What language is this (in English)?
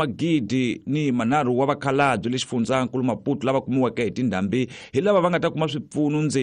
Tsonga